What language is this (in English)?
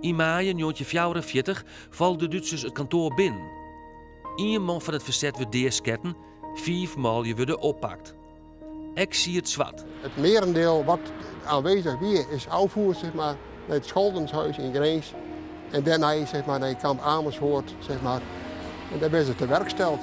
Western Frisian